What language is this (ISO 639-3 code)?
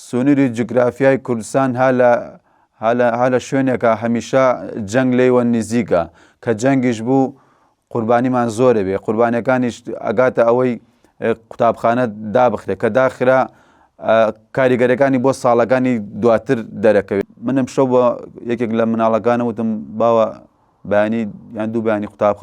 ckb